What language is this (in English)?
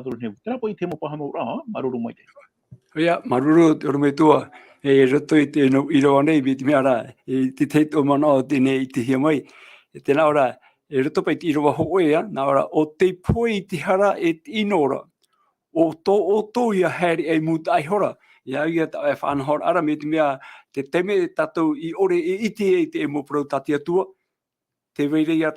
Tahitian